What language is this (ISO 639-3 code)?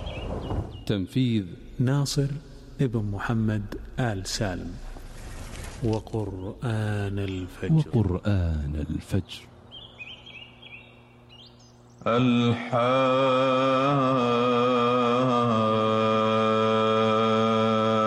ara